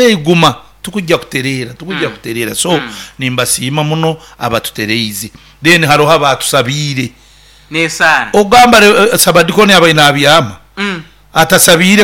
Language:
Nyoro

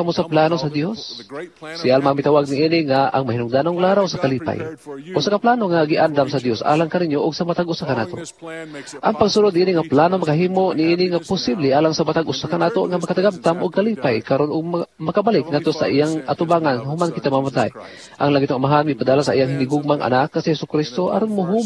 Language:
Cebuano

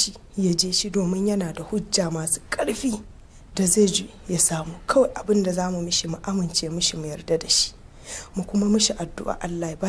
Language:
Hausa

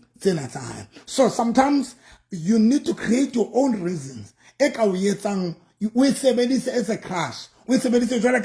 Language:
Southern Sotho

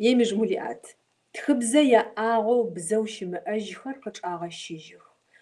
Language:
Kabardian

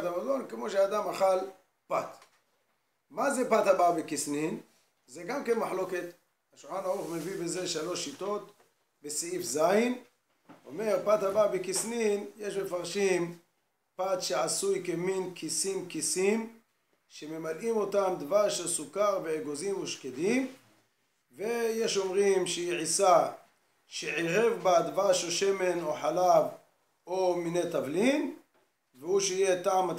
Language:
Hebrew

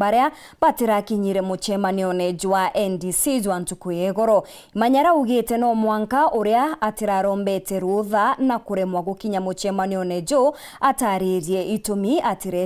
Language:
Meru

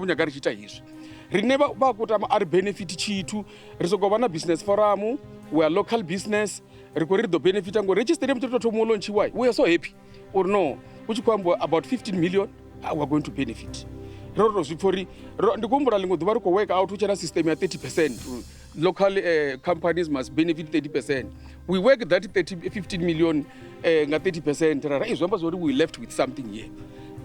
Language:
Venda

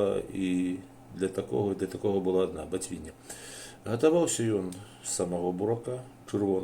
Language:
Belarusian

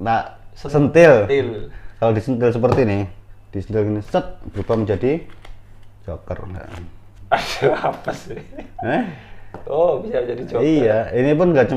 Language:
Indonesian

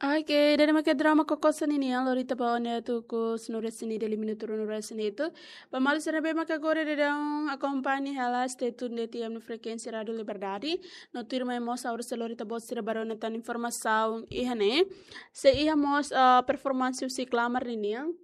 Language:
Tetum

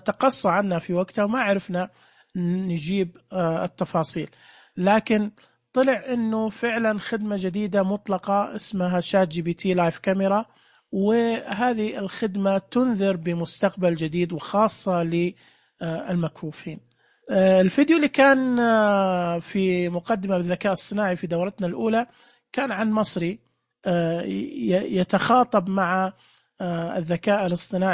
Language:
Najdi Arabic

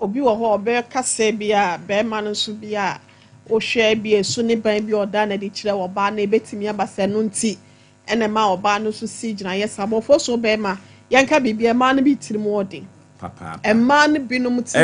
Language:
Akan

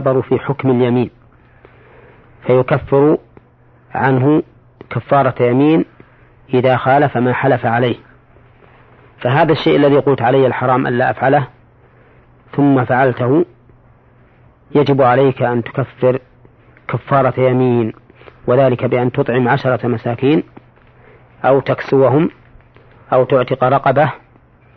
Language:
Arabic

